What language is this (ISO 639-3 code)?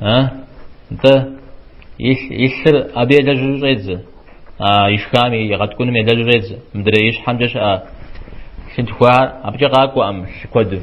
kbd